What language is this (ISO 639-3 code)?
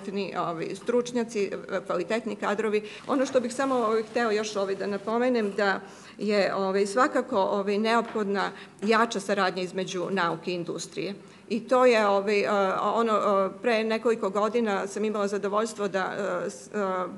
srp